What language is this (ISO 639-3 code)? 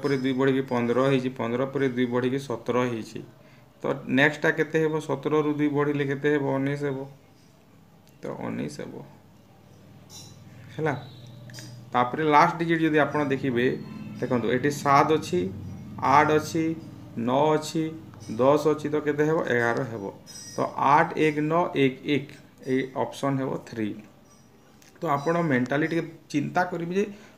ori